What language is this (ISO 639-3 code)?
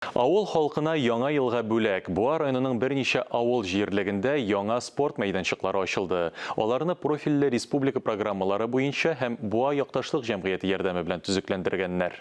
tat